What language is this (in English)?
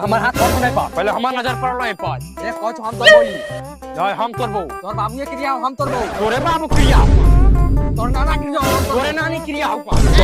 Maithili